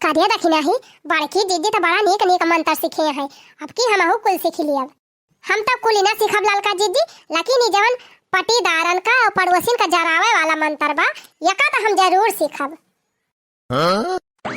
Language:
Awadhi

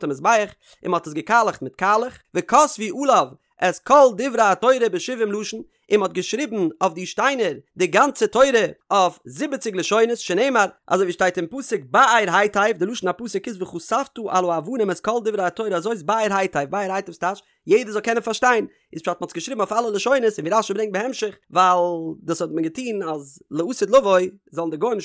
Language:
Yiddish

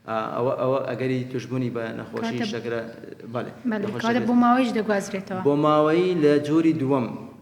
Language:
Central Kurdish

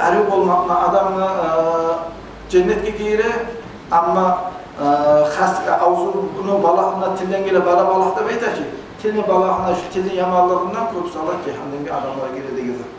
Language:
Kumyk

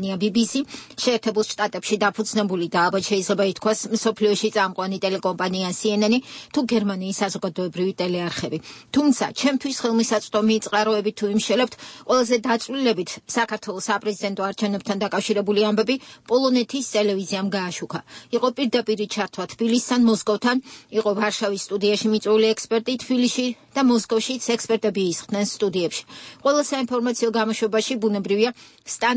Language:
Georgian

